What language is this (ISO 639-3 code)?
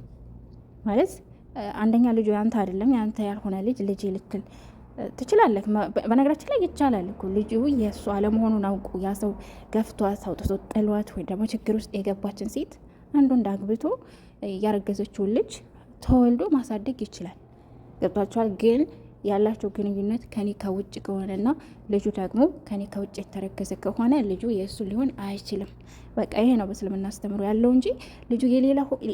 amh